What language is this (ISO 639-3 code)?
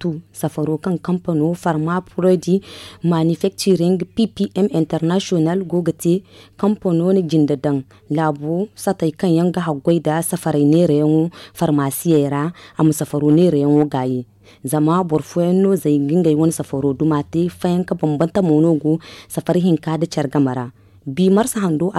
dje